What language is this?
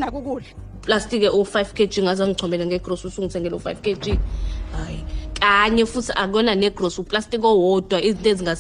Zulu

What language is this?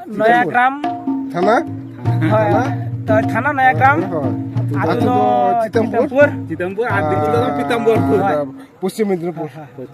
Santali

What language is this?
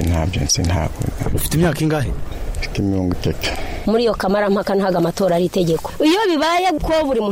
Kinyarwanda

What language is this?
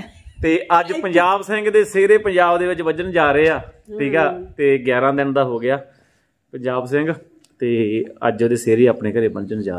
Punjabi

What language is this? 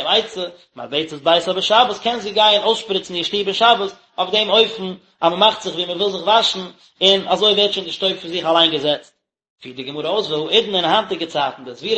Yiddish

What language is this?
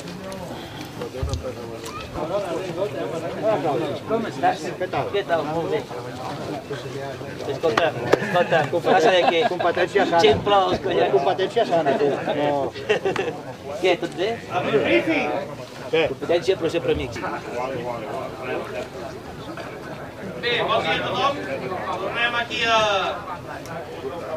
Catalan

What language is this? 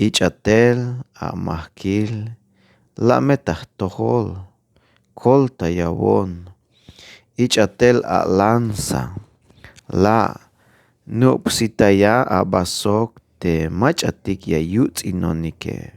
Tzeltal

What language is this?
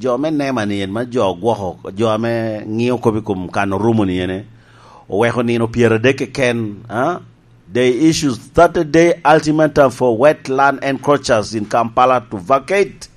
Lango (Uganda)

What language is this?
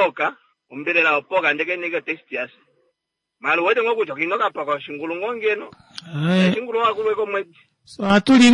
Kuanyama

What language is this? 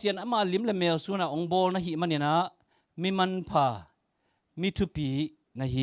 Tedim Chin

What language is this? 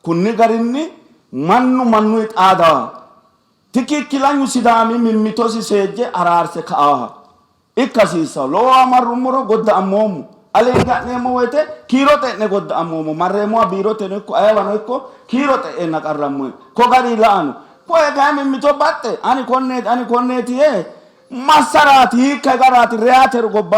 Sidamo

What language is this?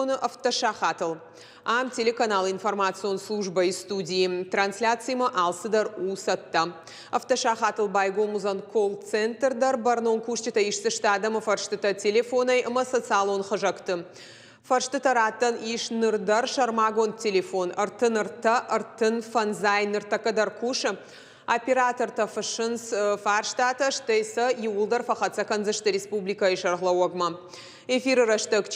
Ossetic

